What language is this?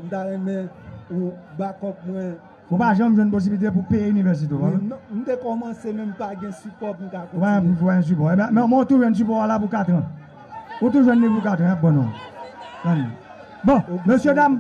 Haitian Creole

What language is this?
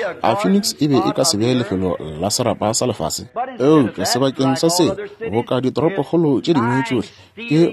Northern Sotho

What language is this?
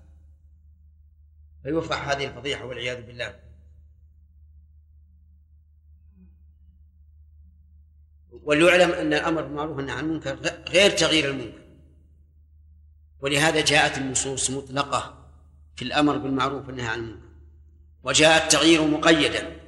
Arabic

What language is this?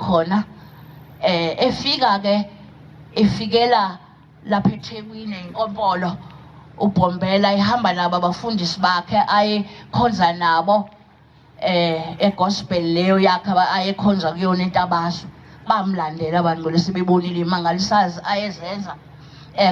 Zulu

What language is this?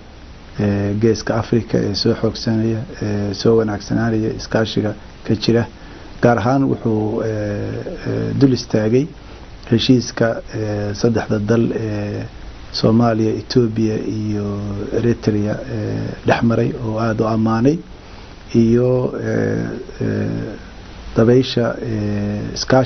Somali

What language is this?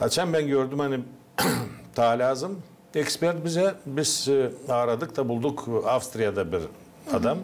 Gagauz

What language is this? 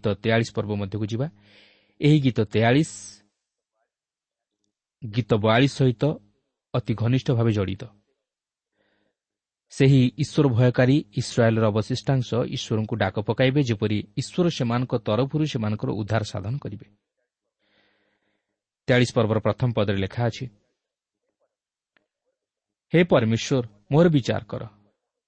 Odia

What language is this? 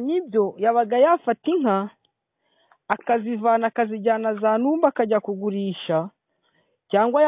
Kinyarwanda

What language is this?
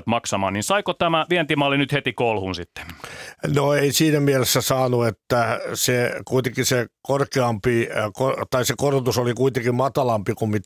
Finnish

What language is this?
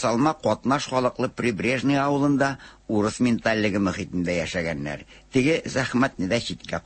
Tatar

